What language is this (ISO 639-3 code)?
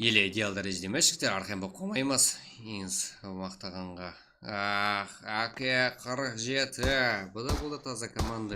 kaa